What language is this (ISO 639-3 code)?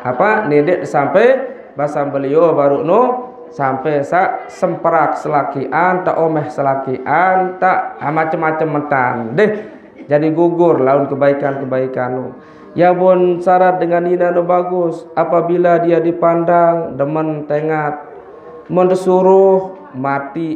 sas